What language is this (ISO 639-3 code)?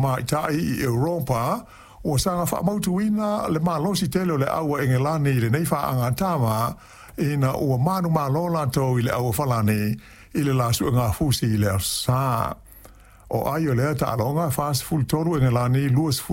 smo